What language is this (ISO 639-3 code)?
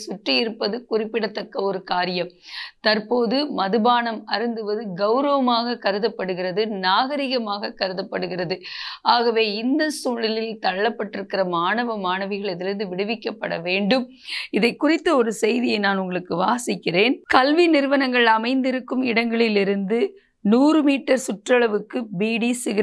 tam